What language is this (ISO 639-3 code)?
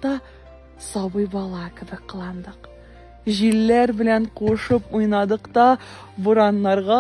tat